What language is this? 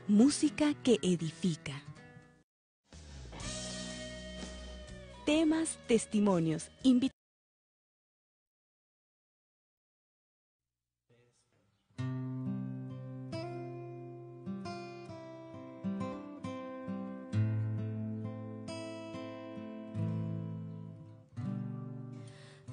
Spanish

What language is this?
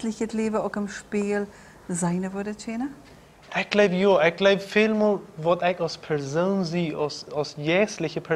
Plautdietsch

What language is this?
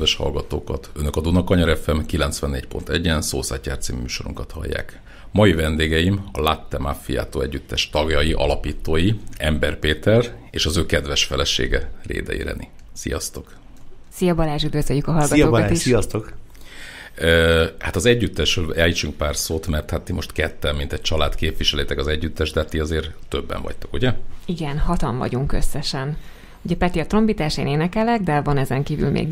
Hungarian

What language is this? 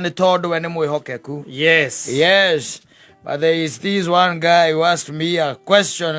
Kikuyu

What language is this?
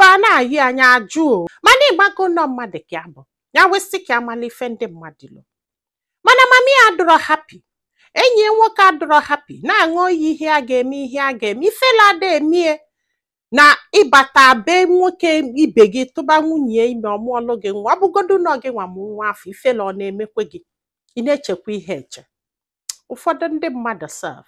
Igbo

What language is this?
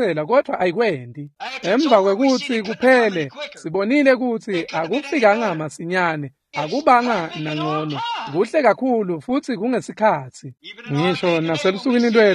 Swati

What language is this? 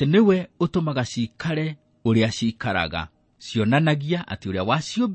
Kikuyu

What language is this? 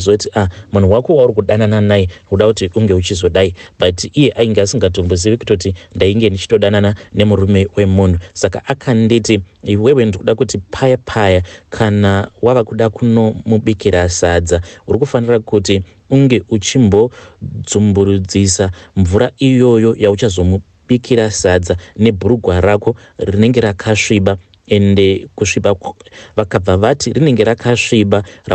Shona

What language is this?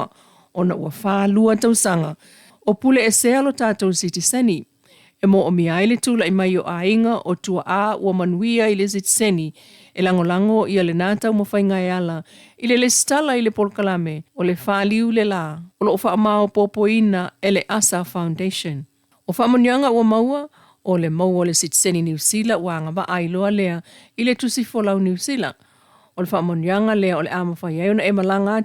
Samoan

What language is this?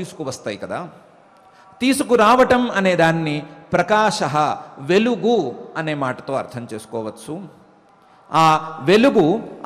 Telugu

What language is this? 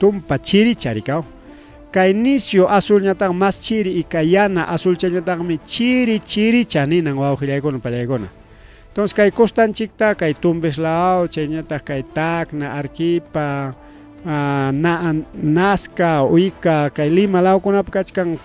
Ayacucho Quechua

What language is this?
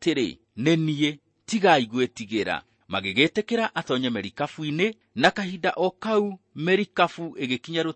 Kikuyu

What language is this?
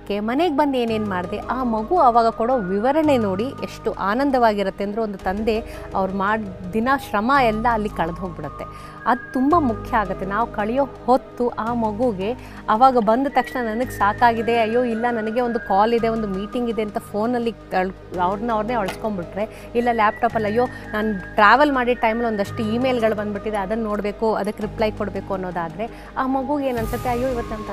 Kannada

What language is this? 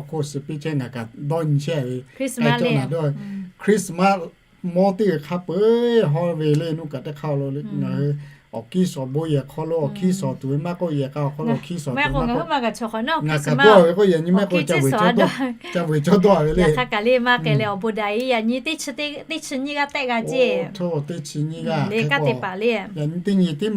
Lahu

